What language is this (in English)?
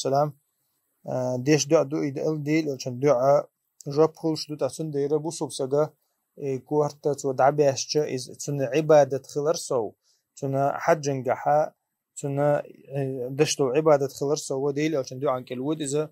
Chechen